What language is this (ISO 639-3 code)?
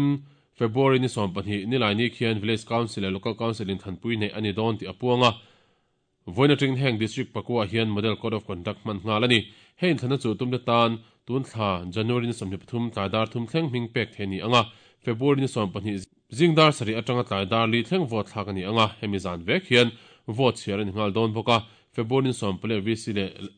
lus